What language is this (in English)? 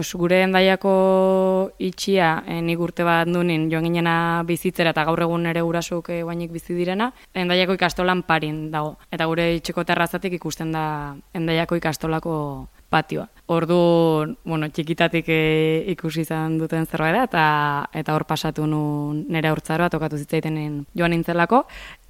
Basque